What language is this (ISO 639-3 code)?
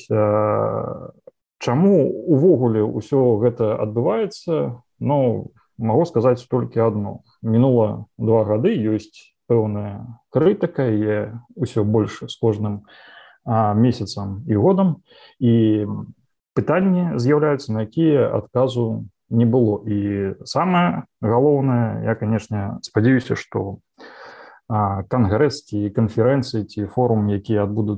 bel